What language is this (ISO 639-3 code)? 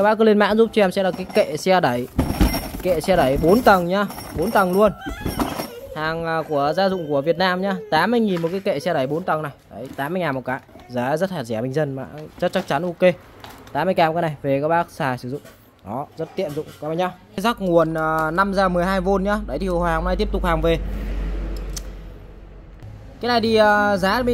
vie